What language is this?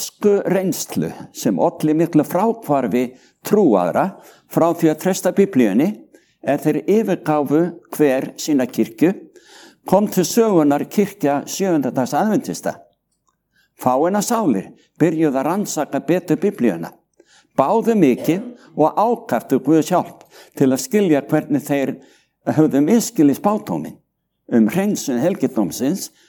Icelandic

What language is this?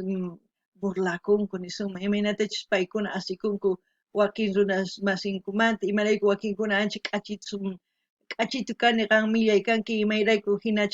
South Bolivian Quechua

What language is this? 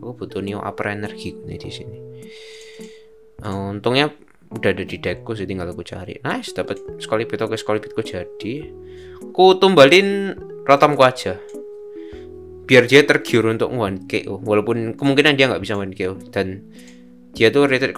Indonesian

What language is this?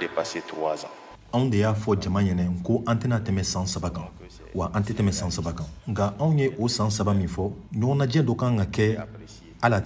Bambara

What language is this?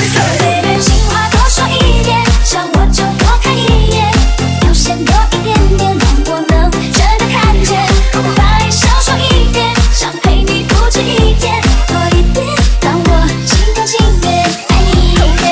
Chinese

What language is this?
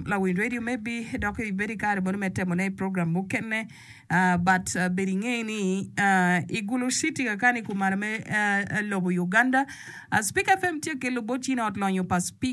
Acoli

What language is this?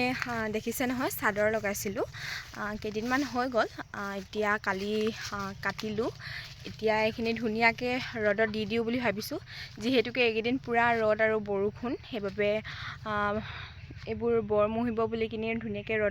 Assamese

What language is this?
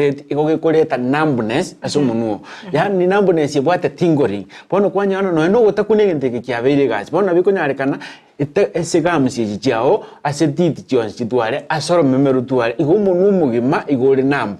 Gusii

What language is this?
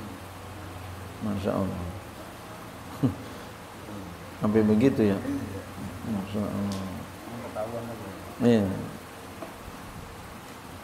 Indonesian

